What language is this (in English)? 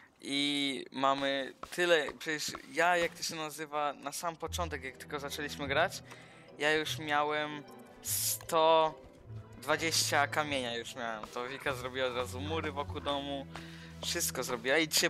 Polish